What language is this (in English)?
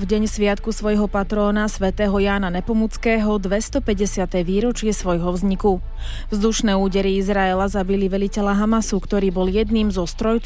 Slovak